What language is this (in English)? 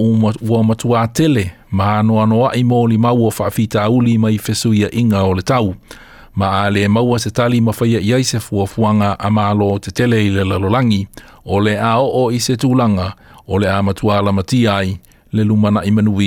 Samoan